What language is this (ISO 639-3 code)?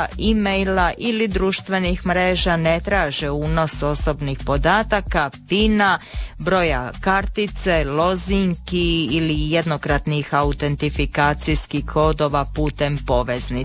hrv